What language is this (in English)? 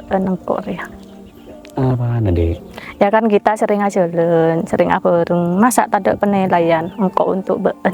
Madurese